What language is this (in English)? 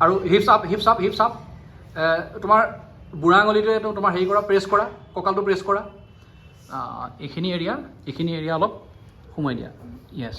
Assamese